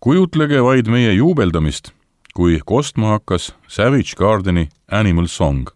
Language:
Estonian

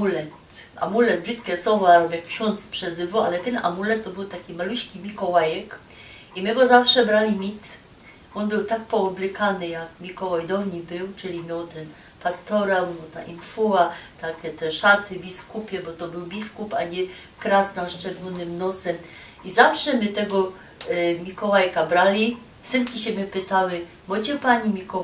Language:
Silesian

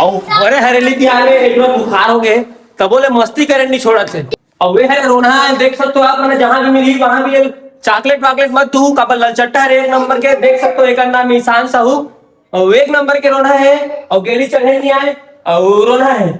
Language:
Chhattisgarhi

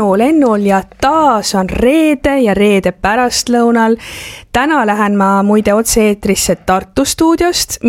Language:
Estonian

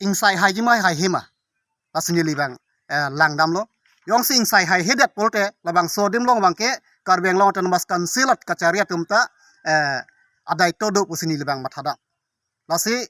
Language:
Karbi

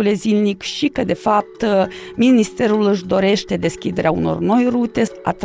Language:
Romanian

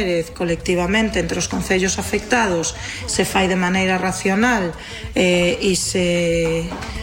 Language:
Galician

